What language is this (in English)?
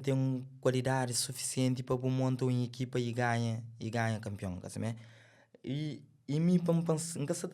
Kabuverdianu